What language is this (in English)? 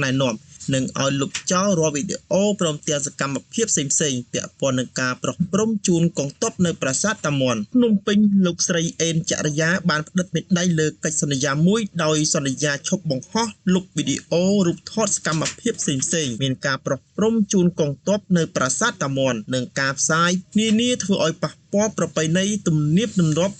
Khmer